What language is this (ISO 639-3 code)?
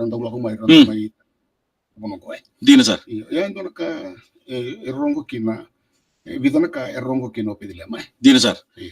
fij